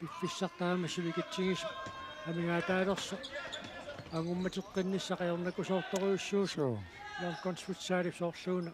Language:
Kalaallisut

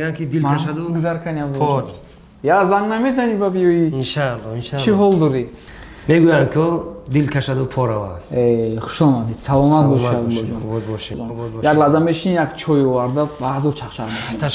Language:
Tajik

